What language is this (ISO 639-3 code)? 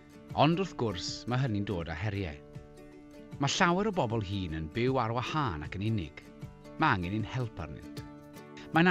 cym